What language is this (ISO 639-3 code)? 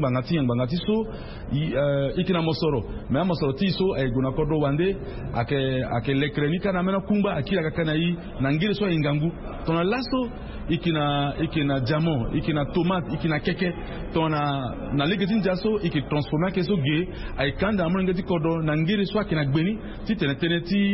sag